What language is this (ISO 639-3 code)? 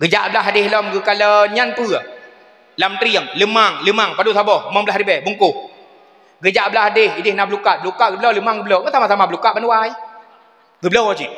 ace